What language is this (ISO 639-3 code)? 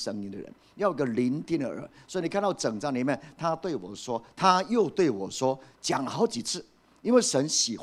zho